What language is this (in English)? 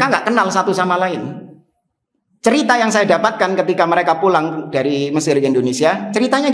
Indonesian